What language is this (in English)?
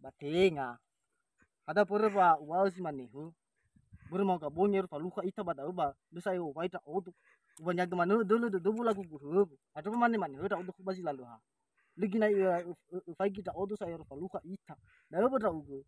Nias